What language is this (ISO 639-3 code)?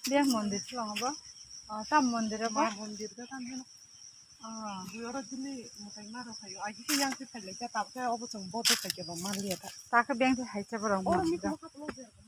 trp